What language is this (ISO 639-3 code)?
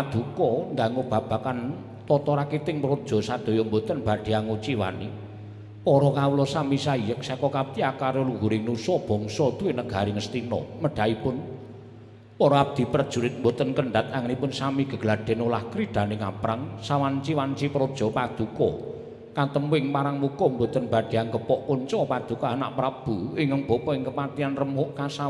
jav